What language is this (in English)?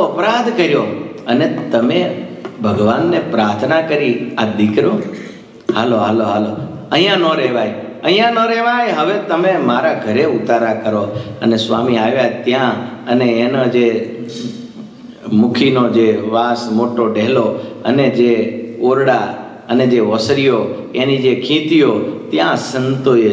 Gujarati